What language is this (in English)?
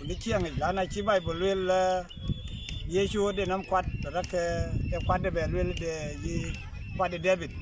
Dinka